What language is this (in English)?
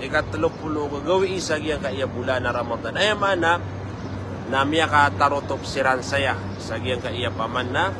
Maranao